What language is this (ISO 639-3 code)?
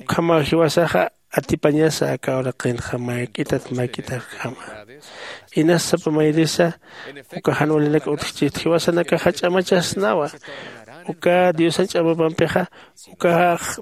aym